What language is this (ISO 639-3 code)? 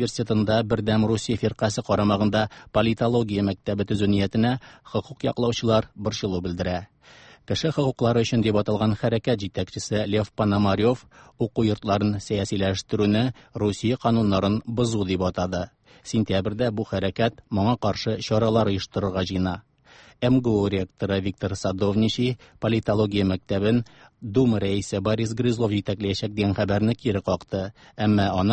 tat